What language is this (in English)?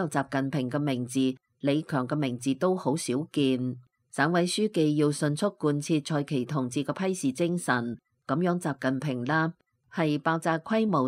Cantonese